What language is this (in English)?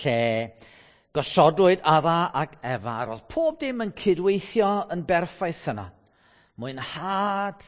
Welsh